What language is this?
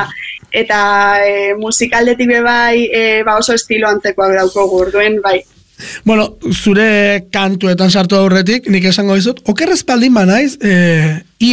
Basque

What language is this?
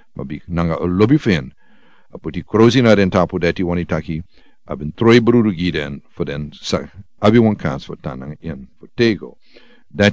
Sranan Tongo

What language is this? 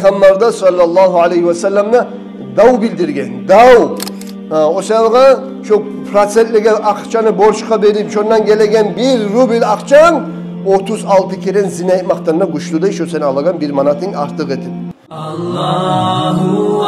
Kumyk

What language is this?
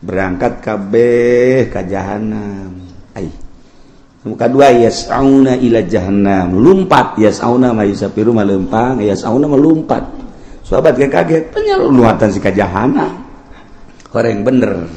Sundanese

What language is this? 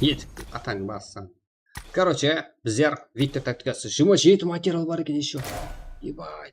Kara-Kalpak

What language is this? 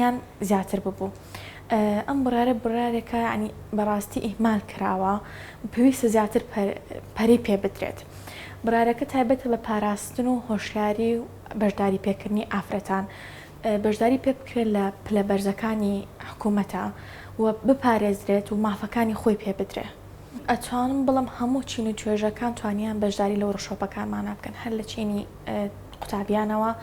Central Kurdish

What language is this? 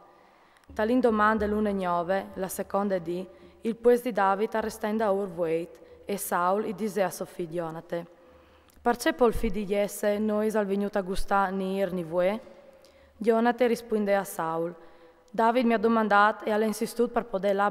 Friulian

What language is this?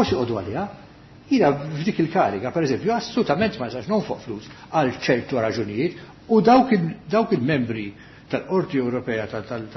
Maltese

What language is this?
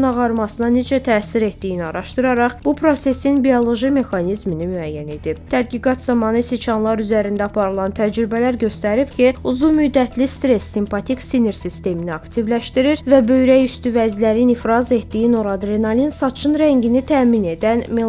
Azerbaijani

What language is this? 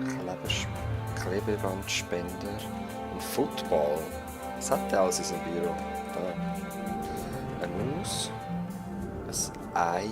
Swiss German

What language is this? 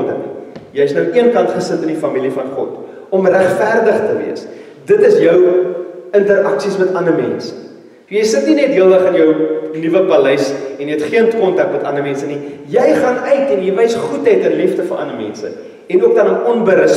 Afrikaans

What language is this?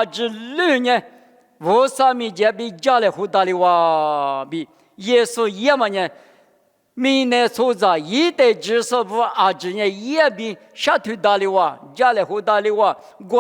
Lisu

